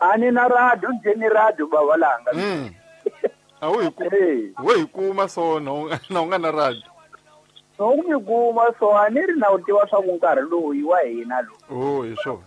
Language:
Tsonga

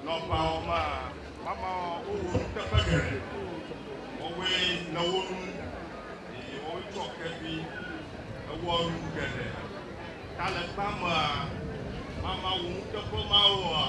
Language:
Ewe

